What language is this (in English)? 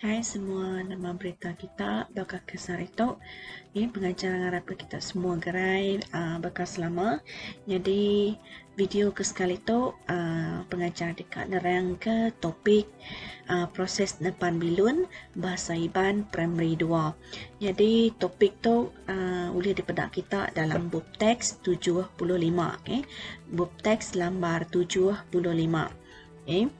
Iban